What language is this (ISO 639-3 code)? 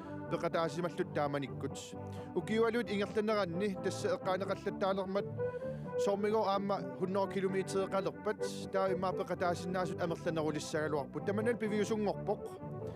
kal